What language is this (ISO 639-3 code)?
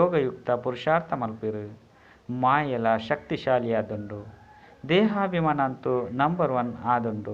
tcy